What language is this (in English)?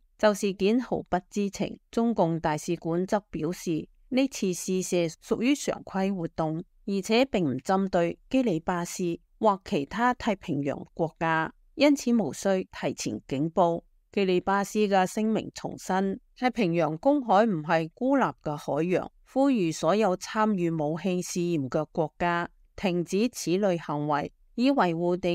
Cantonese